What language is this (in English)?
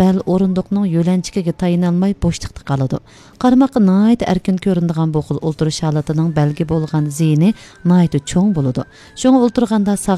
Uyghur